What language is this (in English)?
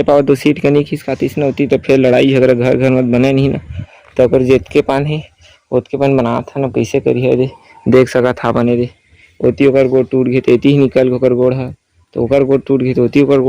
Chhattisgarhi